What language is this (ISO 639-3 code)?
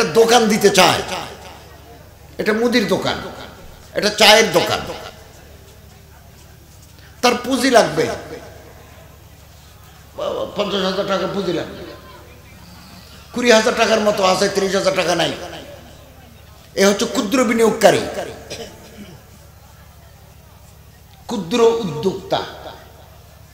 ben